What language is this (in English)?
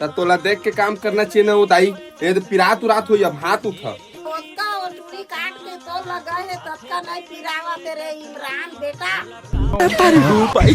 Chhattisgarhi